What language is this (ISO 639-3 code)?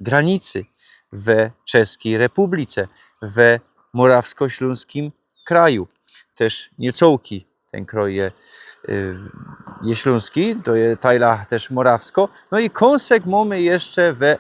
szl